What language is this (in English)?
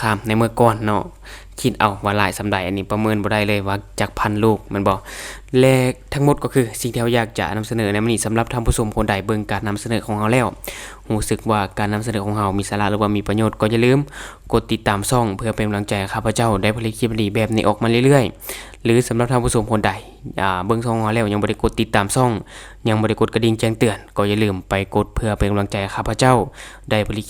Lao